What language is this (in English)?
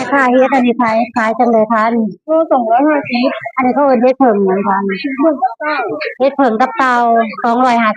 Northeastern Thai